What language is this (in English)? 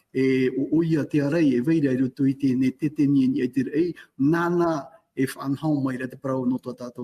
Tahitian